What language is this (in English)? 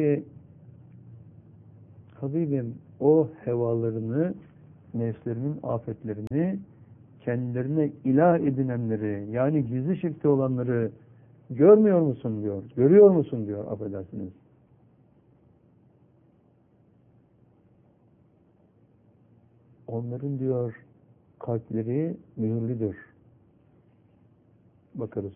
Turkish